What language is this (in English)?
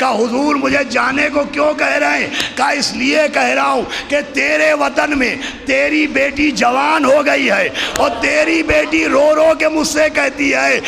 Urdu